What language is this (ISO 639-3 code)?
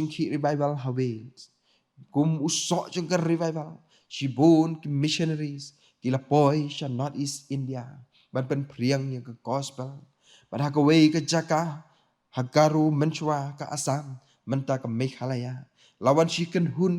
kha